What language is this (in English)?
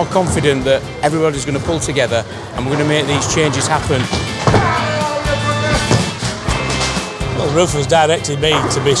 English